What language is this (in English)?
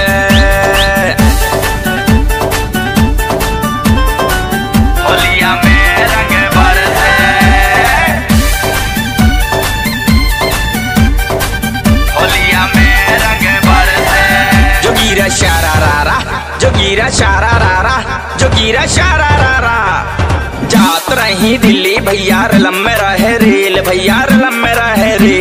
Bhojpuri